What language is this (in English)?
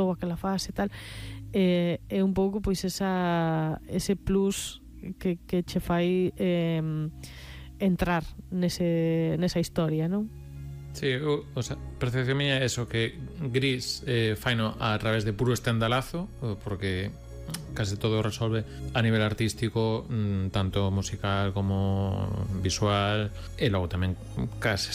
Galician